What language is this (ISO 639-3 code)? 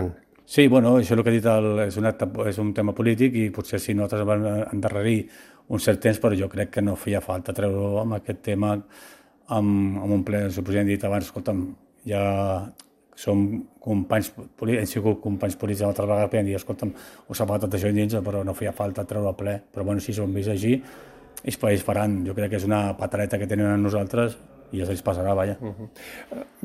cat